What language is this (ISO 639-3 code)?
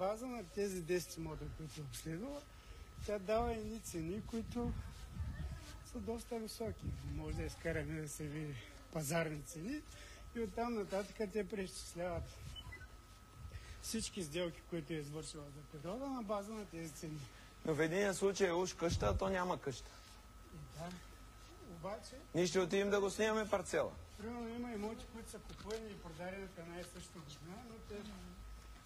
bul